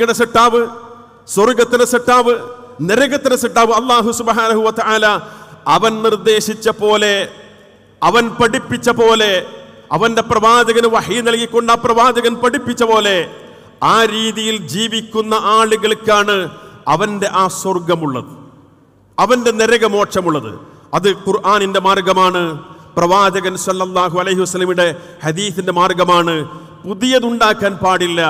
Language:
Malayalam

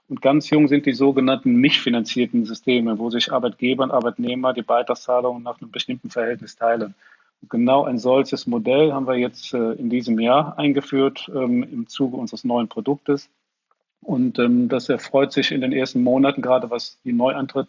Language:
German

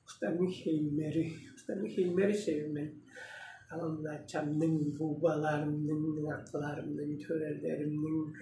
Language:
Tuvinian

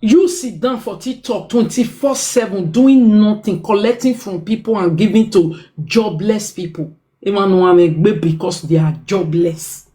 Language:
Nigerian Pidgin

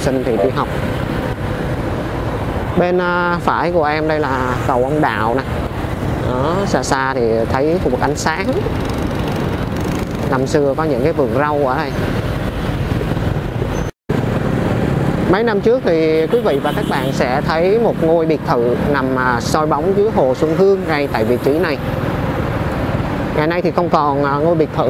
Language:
Vietnamese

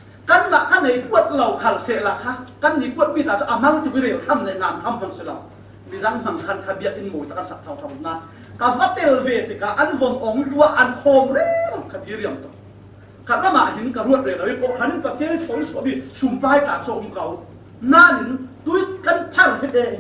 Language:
Falam Chin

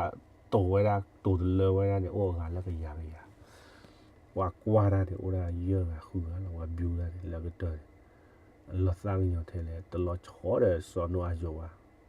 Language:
S'gaw Karen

